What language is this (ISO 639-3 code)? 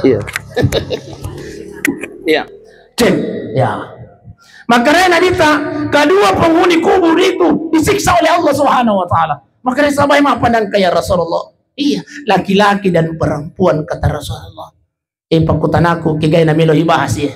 bug